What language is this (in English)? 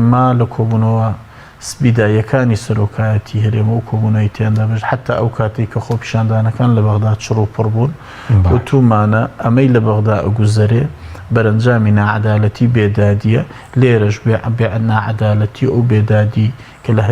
Central Kurdish